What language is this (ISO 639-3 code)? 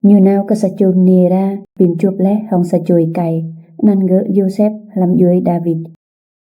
rad